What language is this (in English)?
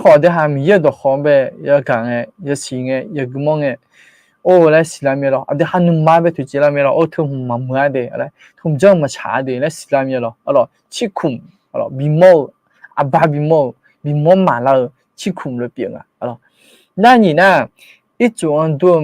Akha